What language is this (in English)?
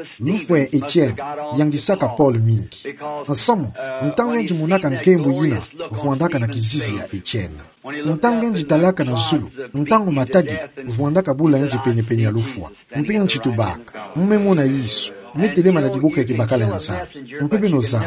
Kituba (Democratic Republic of Congo)